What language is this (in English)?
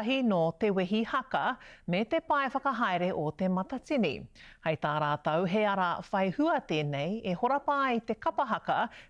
Māori